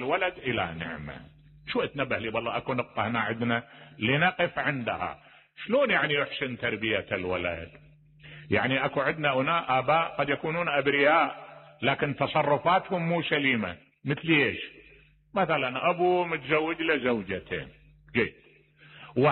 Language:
Mesopotamian Arabic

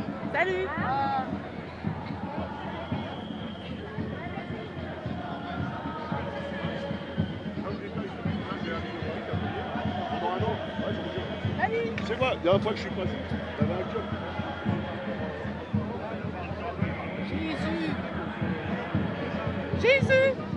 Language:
French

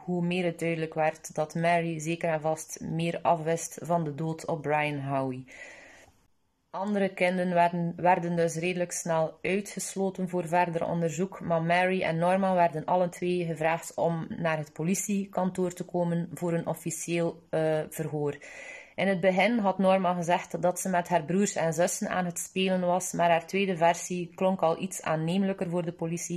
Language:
Dutch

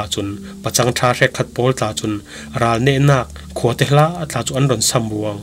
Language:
Falam Chin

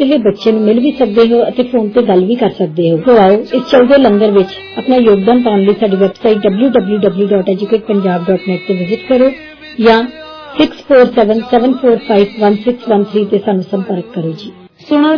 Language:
Punjabi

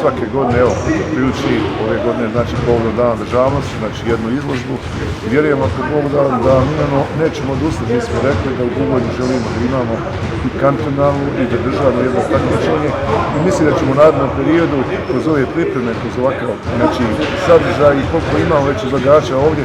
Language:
Bosnian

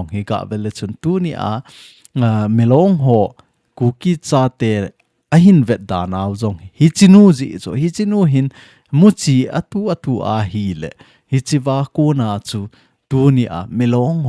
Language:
Thado Chin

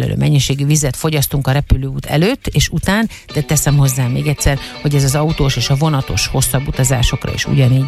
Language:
Hungarian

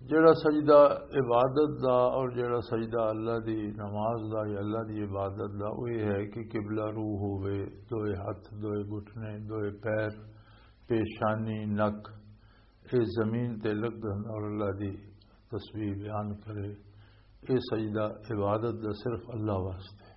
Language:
Western Panjabi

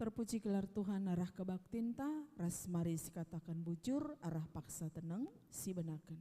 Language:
Batak Karo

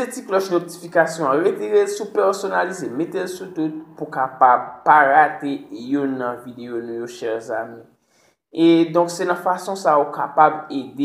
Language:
Haitian Creole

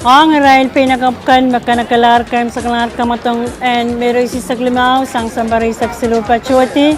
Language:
Pohnpeian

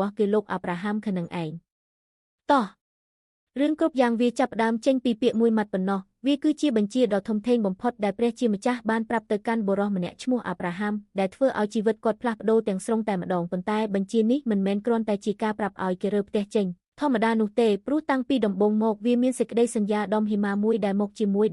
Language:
Khmer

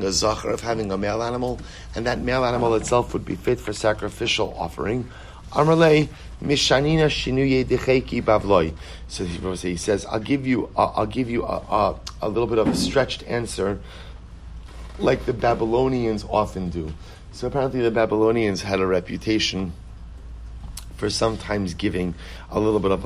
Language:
English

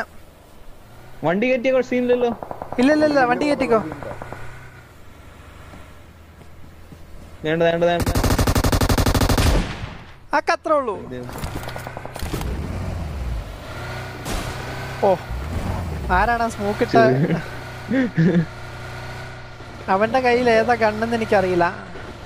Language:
Malayalam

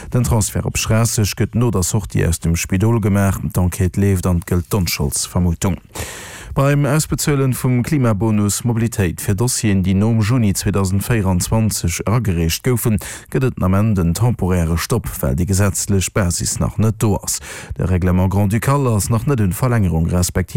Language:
Luxembourgish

